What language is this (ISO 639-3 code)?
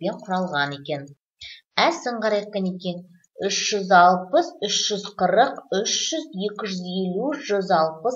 kaz